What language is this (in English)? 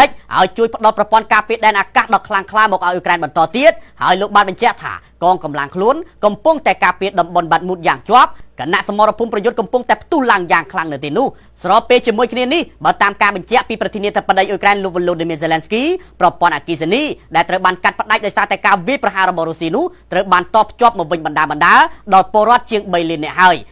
Khmer